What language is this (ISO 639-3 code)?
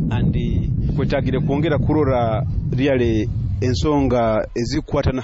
nyo